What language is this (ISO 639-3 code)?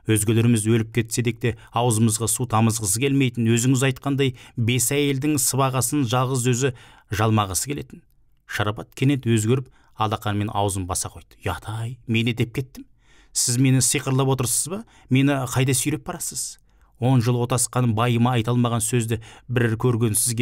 kaz